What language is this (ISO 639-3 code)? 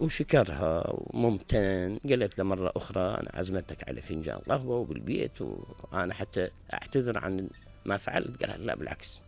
acm